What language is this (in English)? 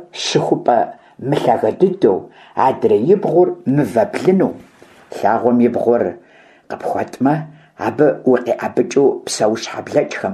Kabardian